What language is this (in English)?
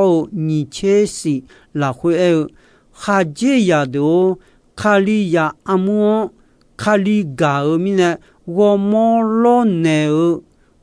Akha